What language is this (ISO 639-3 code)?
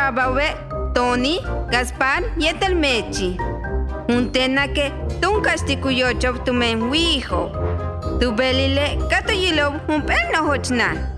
yua